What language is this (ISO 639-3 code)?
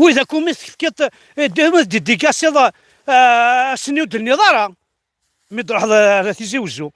kab